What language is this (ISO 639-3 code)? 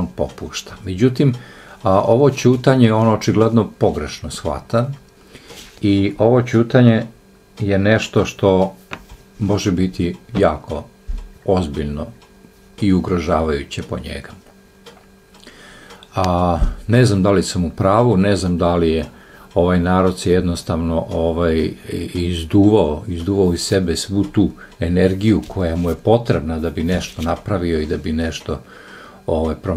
srp